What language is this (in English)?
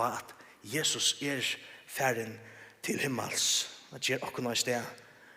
Faroese